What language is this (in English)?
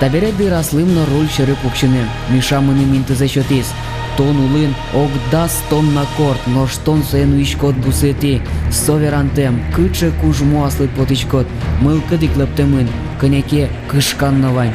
Udmurt